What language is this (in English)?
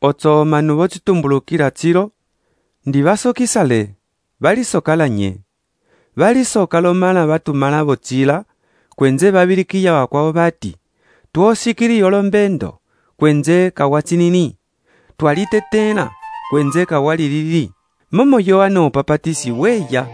Umbundu